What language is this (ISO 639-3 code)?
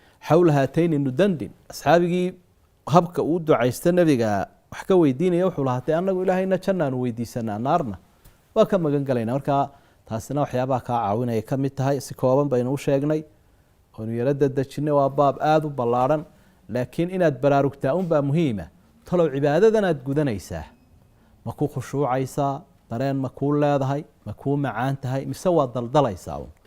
som